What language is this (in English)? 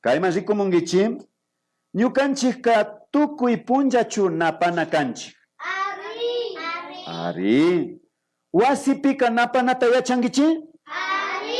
Imbabura Highland Quichua